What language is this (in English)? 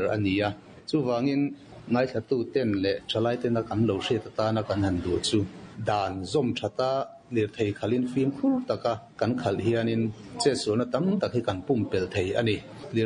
Mizo